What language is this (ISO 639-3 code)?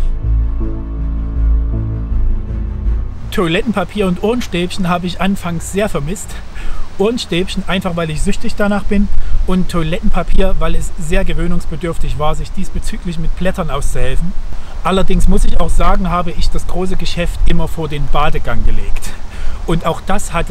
deu